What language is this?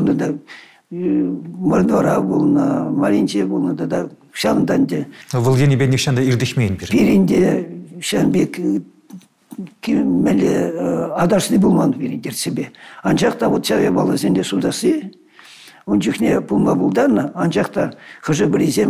Chuvash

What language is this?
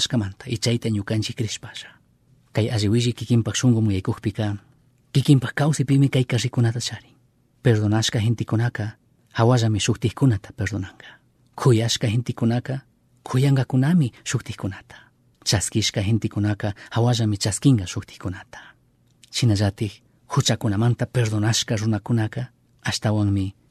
Chimborazo Highland Quichua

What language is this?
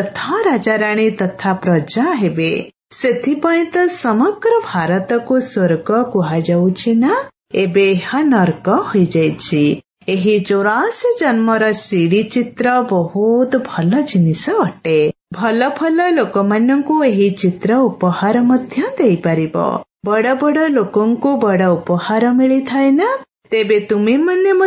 Odia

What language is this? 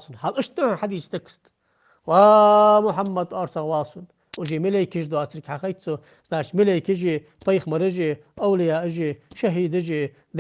Ingush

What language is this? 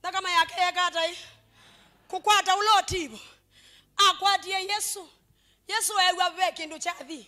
Kamba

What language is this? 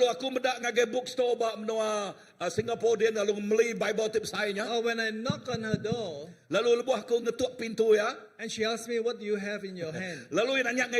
Iban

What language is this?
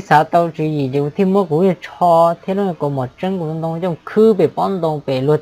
Hmong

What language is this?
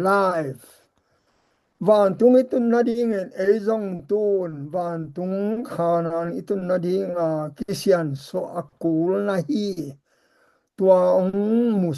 Tedim Chin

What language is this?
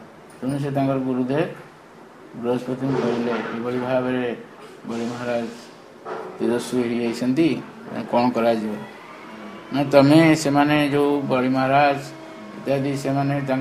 Odia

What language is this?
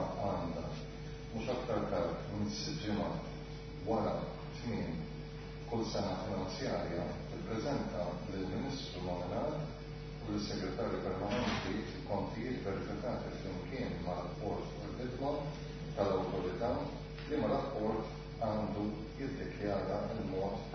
Maltese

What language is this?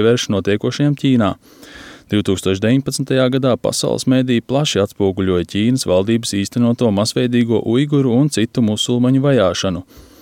Latvian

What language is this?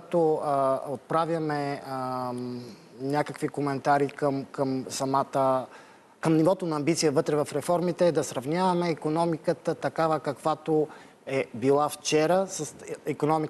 Bulgarian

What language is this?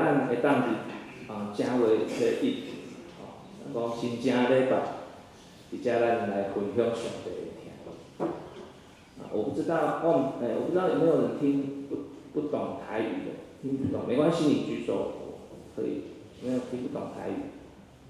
Min Nan Chinese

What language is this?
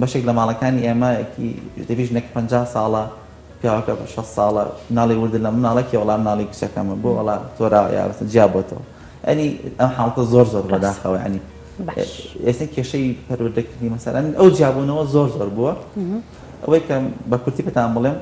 Central Kurdish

